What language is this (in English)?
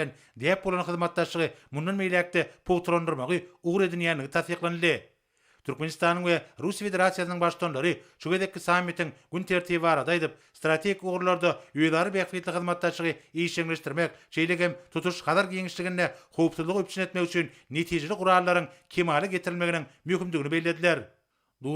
Turkmen